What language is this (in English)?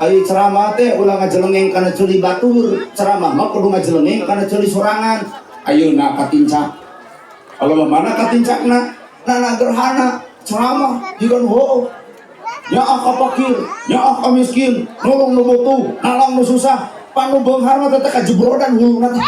Sundanese